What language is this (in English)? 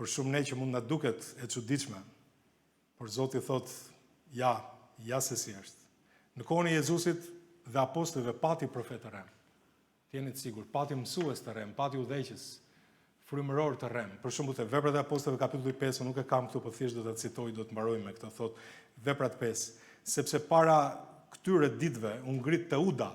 Albanian